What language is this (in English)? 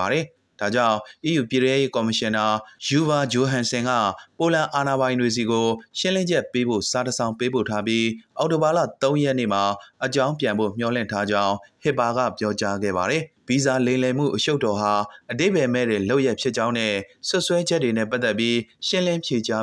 Burmese